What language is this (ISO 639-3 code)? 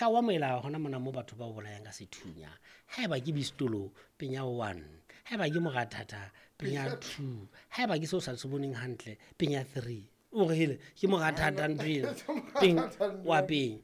sot